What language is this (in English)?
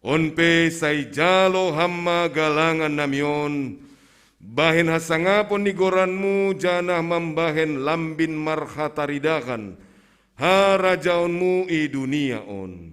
Batak Simalungun